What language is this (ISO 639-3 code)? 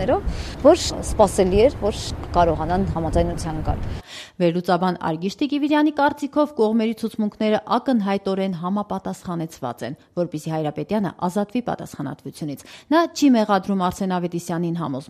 hye